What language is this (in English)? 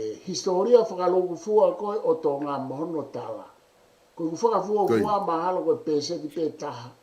Tongan